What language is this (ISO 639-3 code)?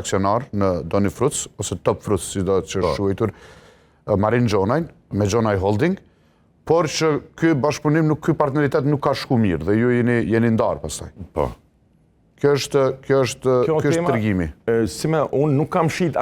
sqi